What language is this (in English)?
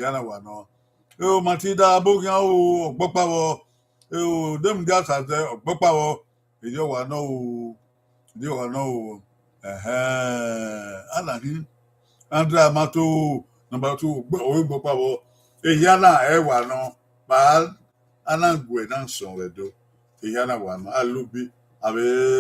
Bini